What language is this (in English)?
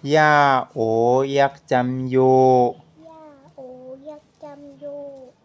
Shan